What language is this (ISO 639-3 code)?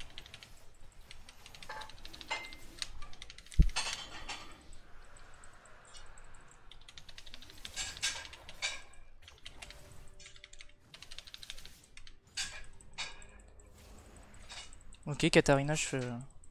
fra